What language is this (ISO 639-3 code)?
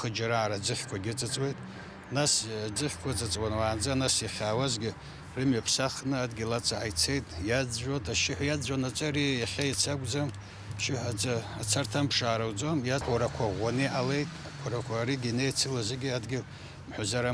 abk